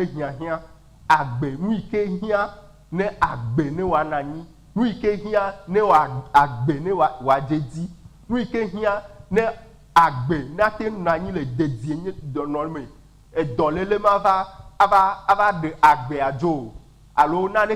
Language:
Ewe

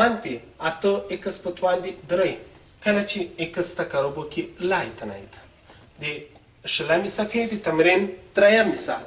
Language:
Pashto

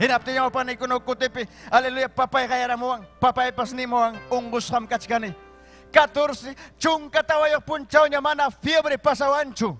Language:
Ayacucho Quechua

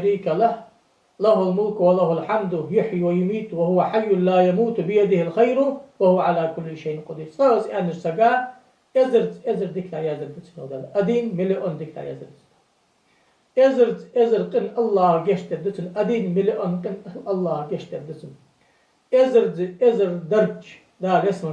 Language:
Ingush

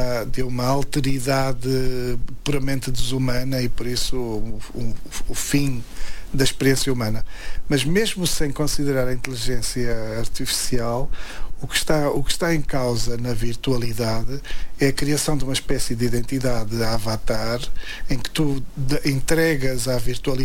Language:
Portuguese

